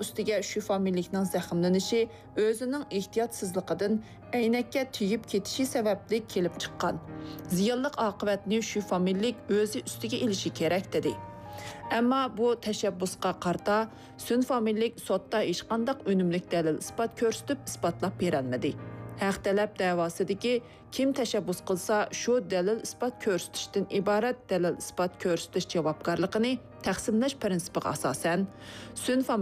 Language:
Uyghur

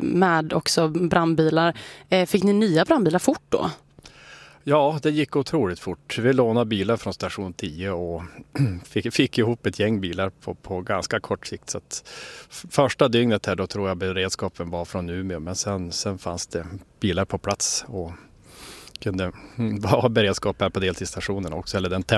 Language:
Swedish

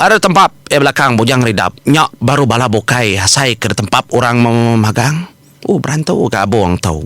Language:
Iban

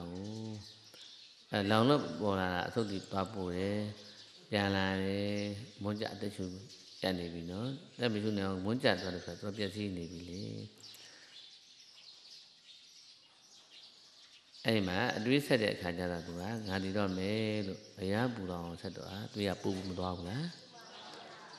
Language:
Burmese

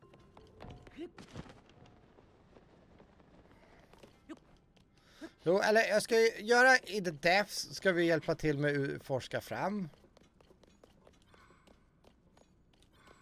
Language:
Swedish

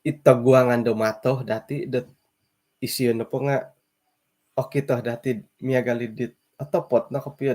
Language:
Central Dusun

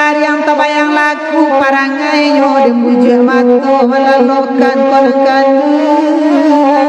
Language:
Minangkabau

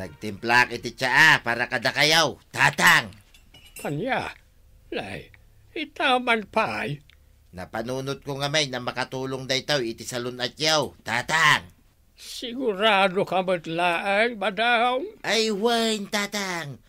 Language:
Iloko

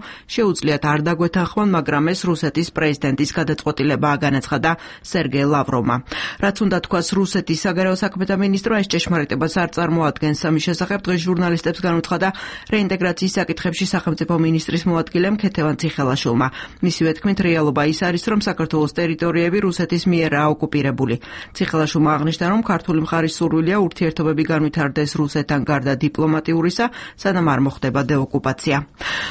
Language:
Georgian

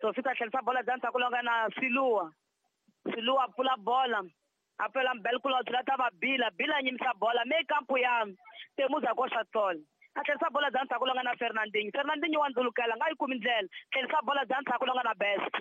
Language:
Tsonga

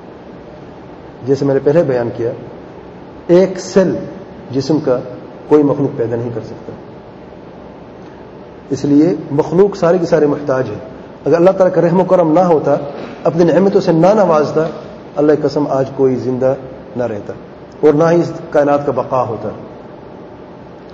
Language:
Urdu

